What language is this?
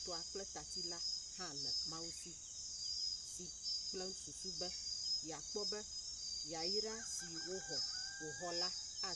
Ewe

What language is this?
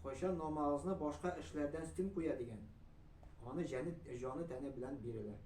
Tatar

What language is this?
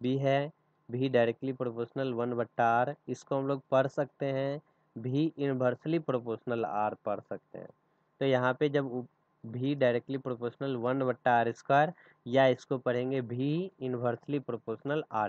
Hindi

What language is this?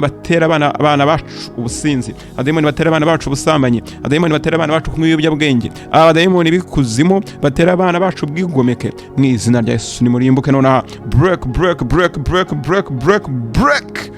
Kinyarwanda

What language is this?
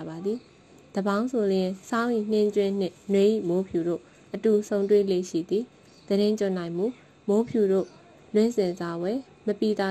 Burmese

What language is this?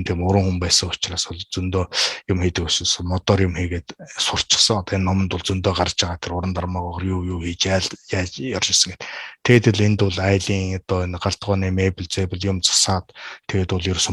Mongolian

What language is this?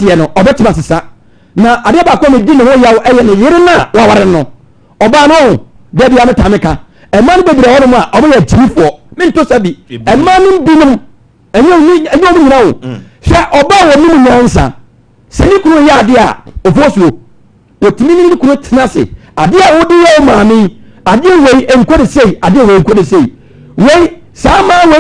Akan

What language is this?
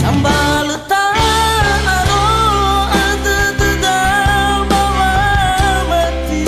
Nias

